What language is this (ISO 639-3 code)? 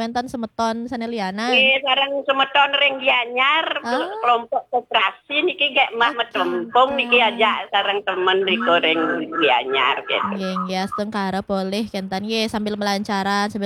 ban